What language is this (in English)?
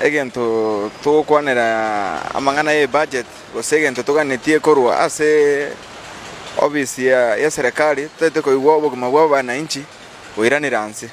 Gusii